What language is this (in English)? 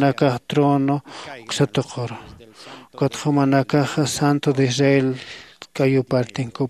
Aymara